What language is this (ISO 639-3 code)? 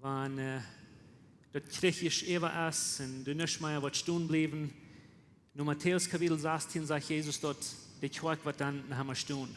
pdt